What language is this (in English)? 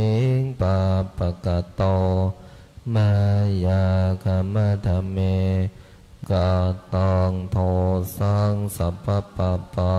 Pali